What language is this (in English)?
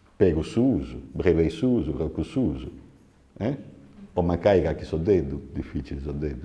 Sardinian